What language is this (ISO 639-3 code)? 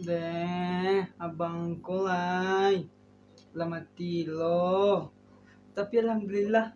min